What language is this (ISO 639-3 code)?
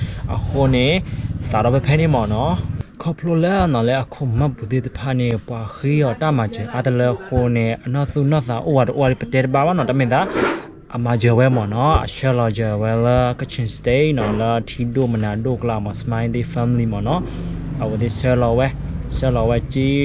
ksw